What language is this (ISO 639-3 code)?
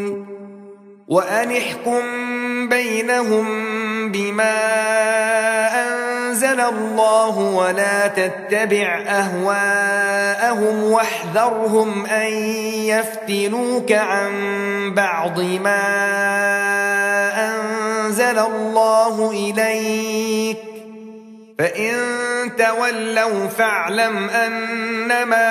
ara